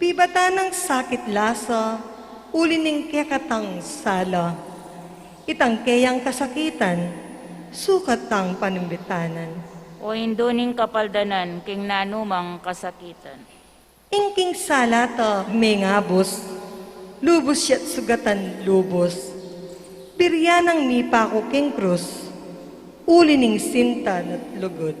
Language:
Pampanga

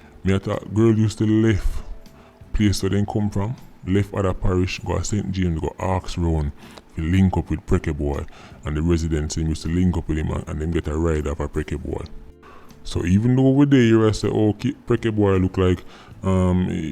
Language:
Jamaican Creole English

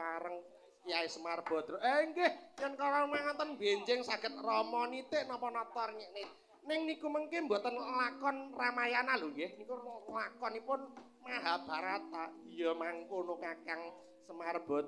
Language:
Javanese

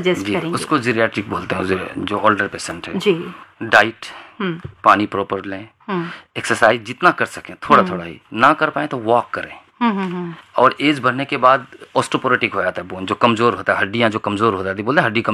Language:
Hindi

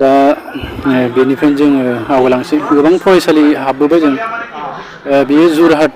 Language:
Bodo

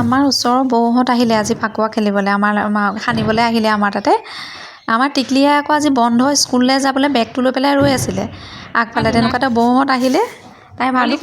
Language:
Assamese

